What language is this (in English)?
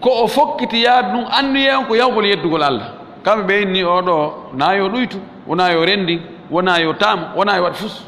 Fula